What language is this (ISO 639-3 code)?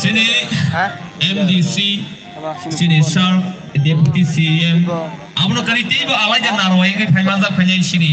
trp